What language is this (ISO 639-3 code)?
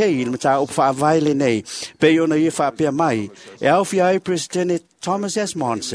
smo